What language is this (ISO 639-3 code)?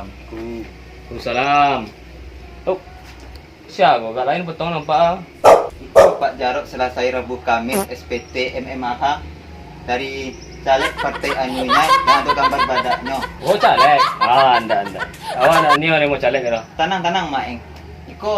min